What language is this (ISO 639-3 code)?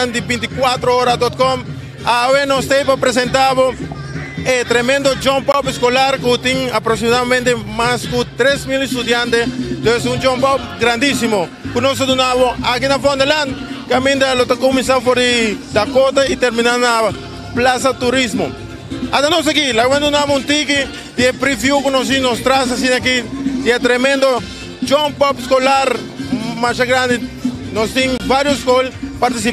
pap